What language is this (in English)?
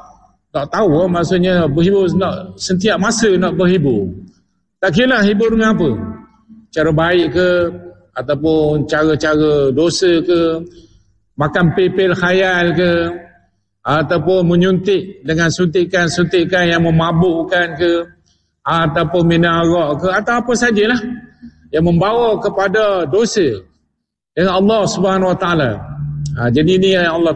Malay